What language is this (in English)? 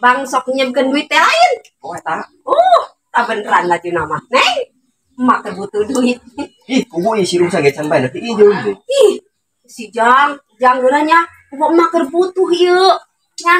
Sundanese